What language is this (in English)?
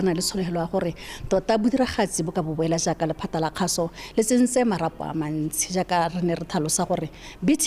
Tswana